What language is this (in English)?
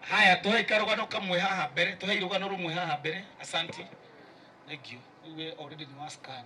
Kikuyu